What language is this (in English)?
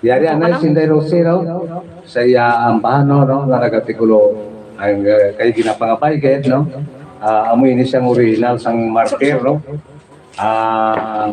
Hiligaynon